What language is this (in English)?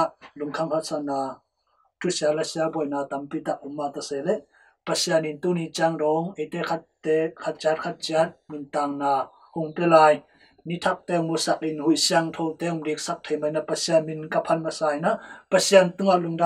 Tedim Chin